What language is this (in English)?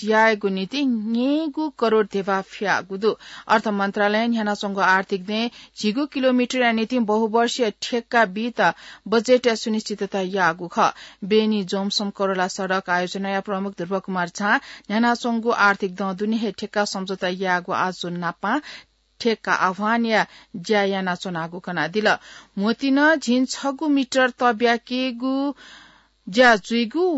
Newari